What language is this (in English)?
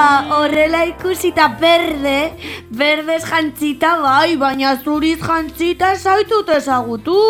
Basque